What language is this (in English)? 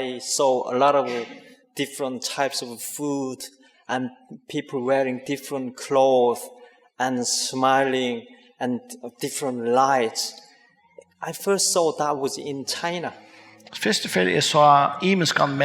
Faroese